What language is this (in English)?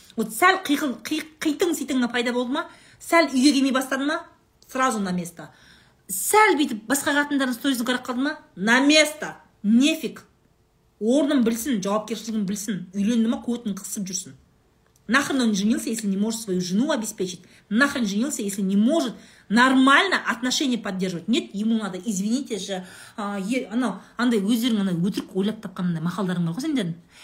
Kazakh